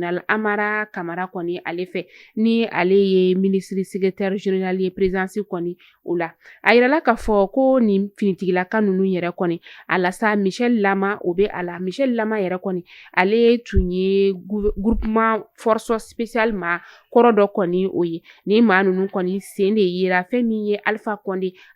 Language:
Bambara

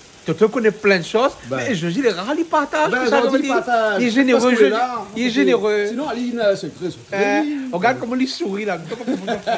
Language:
Réunion Creole French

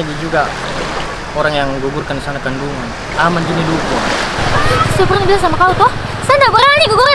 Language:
Makassar Malay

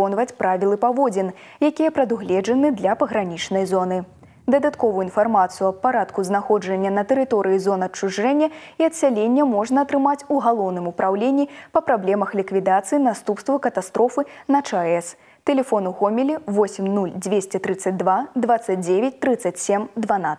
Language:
Belarusian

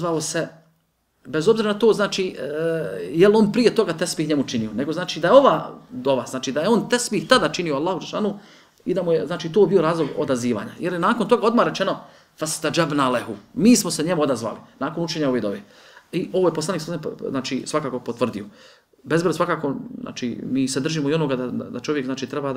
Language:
Bosnian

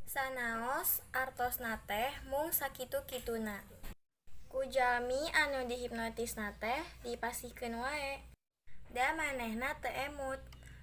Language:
Sundanese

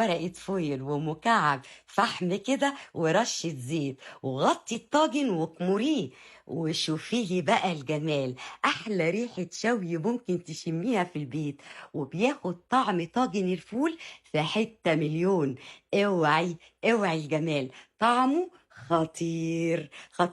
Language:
Egyptian Arabic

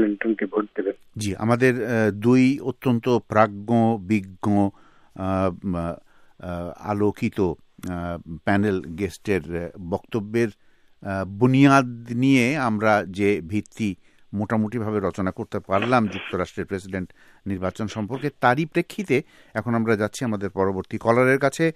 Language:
Bangla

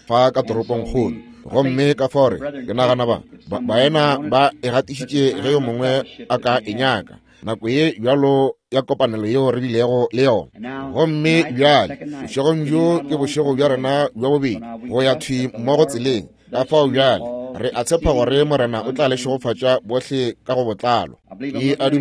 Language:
Northern Sotho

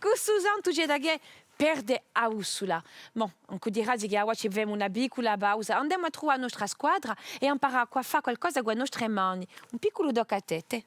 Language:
Corsican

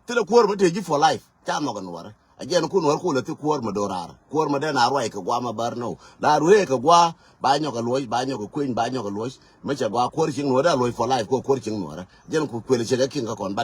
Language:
Nuer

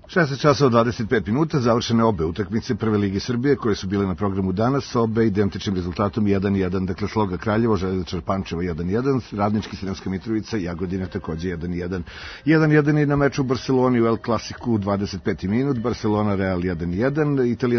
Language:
Serbian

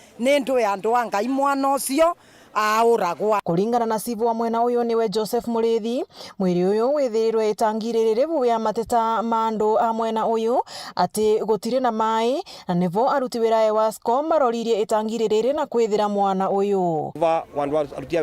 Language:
Meru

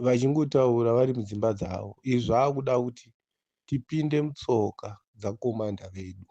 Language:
Shona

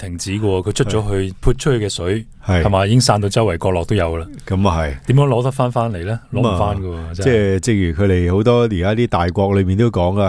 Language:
Cantonese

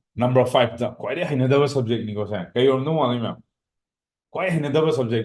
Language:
Manipuri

